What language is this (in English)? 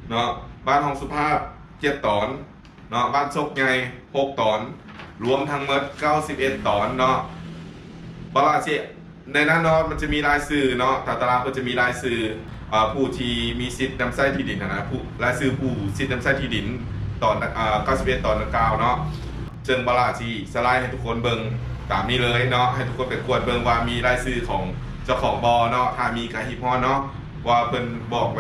Lao